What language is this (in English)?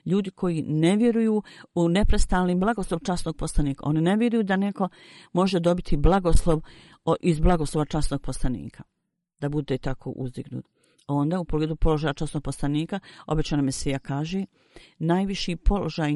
Bosnian